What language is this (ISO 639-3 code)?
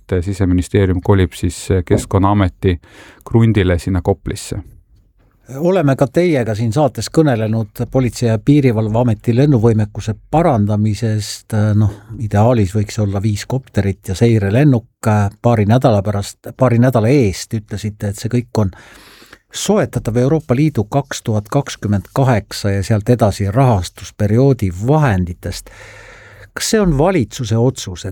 est